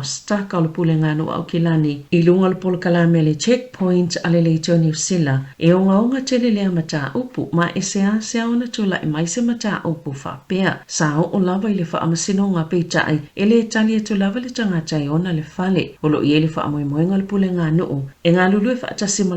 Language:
Samoan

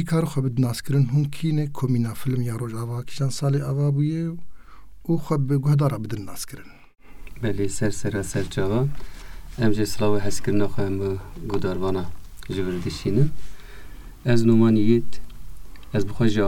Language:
Kurdish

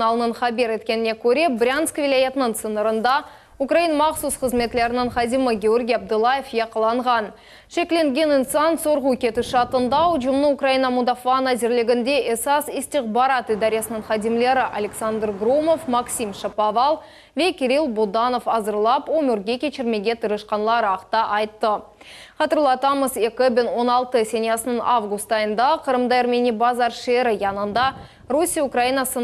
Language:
Crimean Tatar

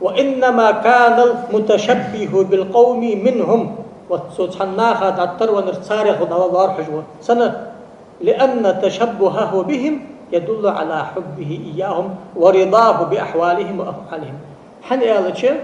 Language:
Ingush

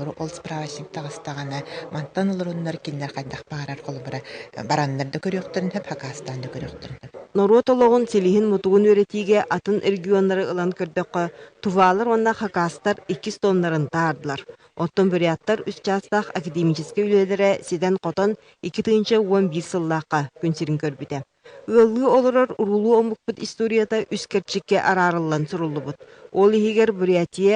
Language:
Yakut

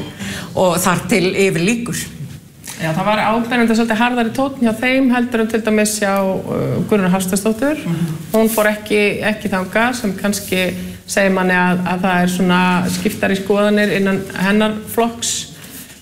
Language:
Icelandic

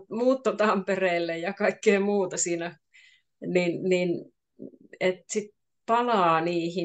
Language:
Finnish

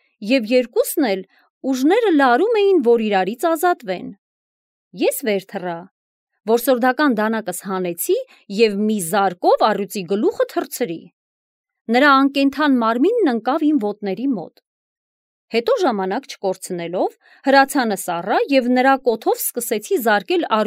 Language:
Armenian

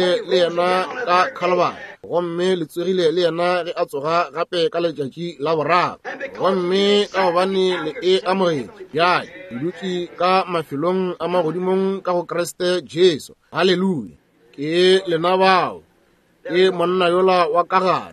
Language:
Northern Sotho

